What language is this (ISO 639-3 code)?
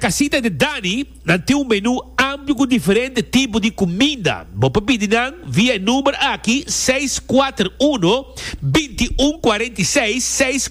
pap